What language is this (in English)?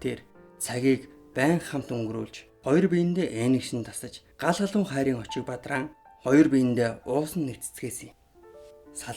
Mongolian